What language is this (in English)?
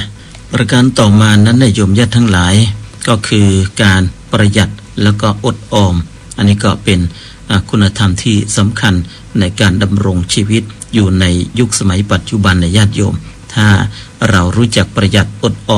Thai